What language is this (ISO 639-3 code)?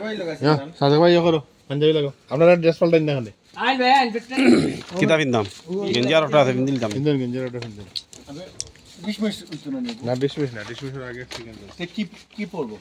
syl